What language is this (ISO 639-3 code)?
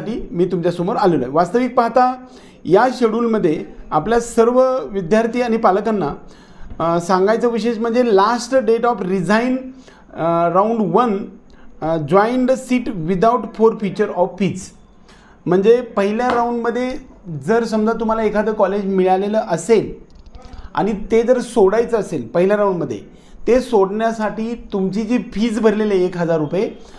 mar